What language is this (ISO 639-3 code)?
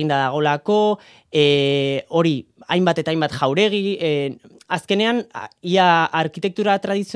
eus